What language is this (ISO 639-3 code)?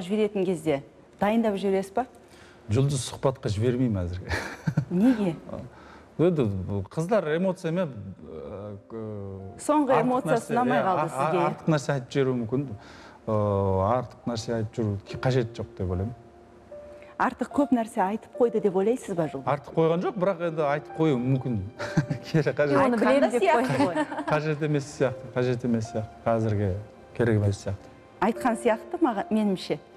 kaz